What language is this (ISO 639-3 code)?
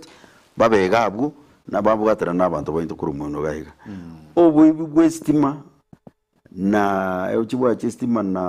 guz